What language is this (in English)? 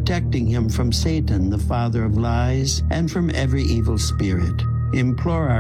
English